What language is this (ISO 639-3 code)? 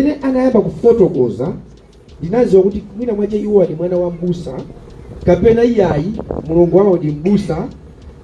nya